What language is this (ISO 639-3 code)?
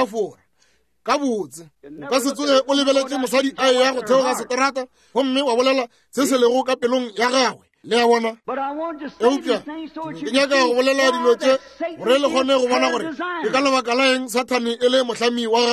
nso